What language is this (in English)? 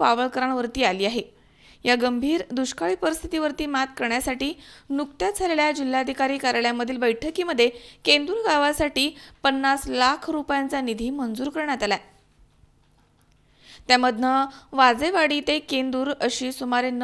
Marathi